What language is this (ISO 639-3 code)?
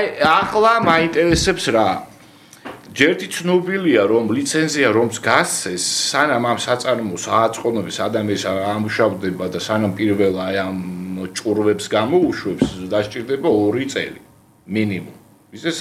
kat